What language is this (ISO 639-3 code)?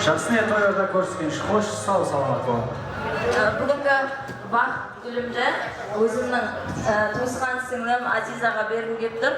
kaa